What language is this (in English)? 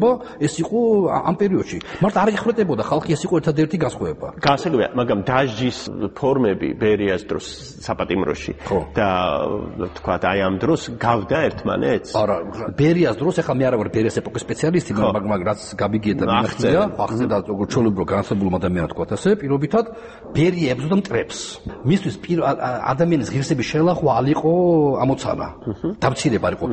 Georgian